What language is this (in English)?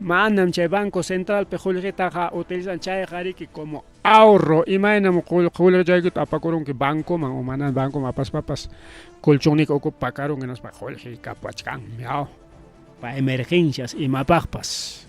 Ayacucho Quechua